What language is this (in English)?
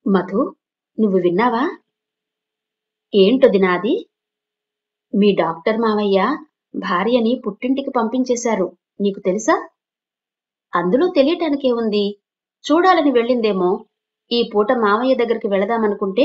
Telugu